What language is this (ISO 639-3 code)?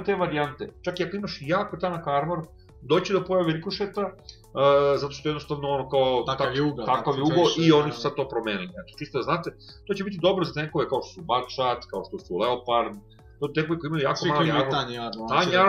srp